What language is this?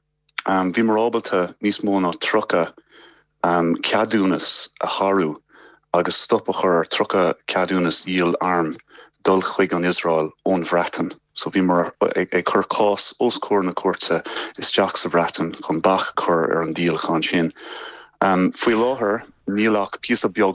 Irish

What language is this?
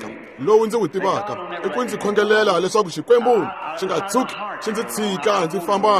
Tsonga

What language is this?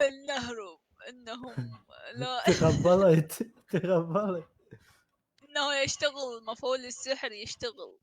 Mesopotamian Arabic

